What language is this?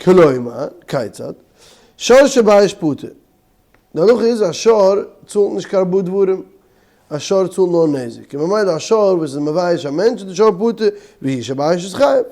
Yiddish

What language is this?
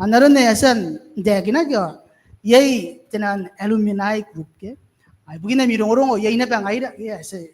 Gilbertese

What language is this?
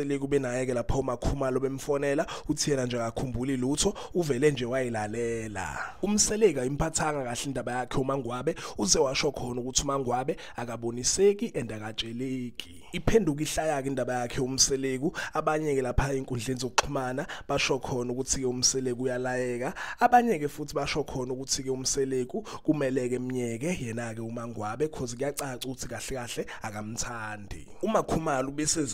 Zulu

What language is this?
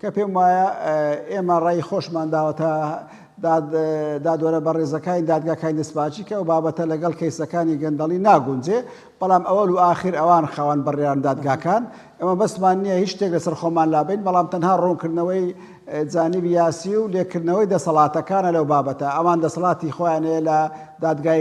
Central Kurdish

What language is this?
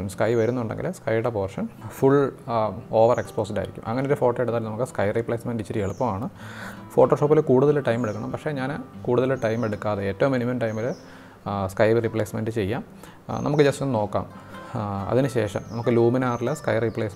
Malayalam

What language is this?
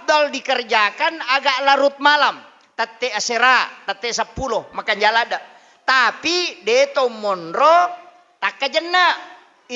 Buginese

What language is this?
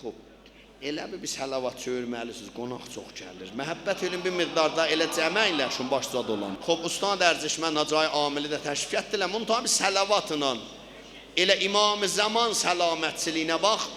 South Azerbaijani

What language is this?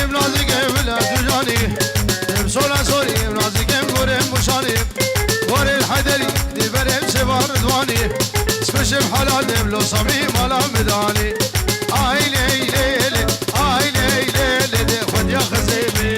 Kurdish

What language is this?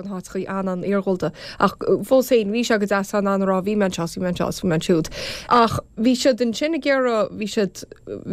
Irish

